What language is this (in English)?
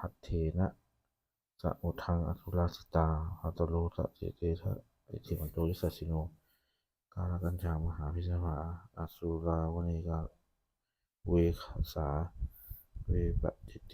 Pali